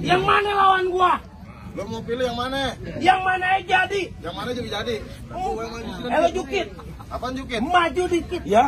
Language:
Betawi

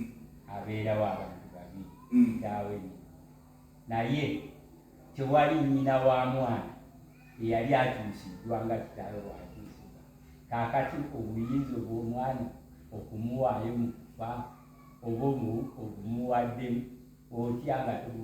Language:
Ganda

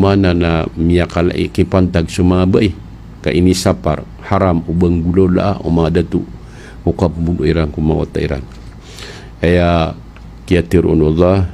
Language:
Maranao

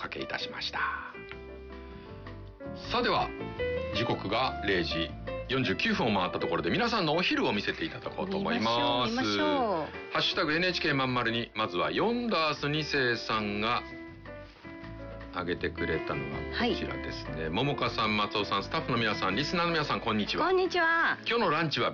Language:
Japanese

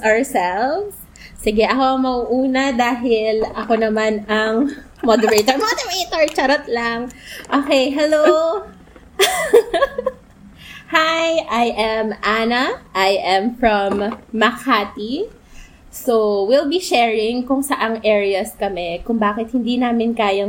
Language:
Filipino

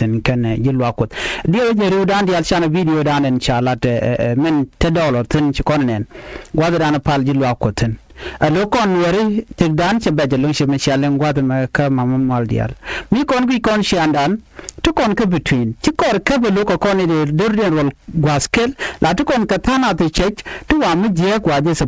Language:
Nuer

